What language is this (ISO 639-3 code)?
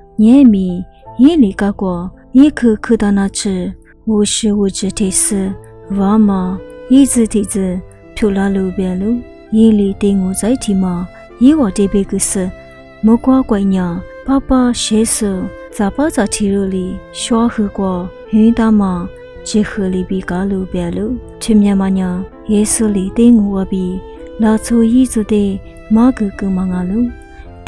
lis